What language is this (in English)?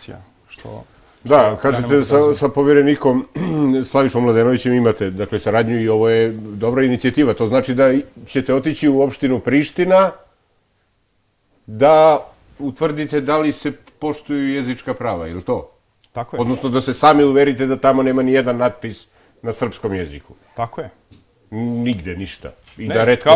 Serbian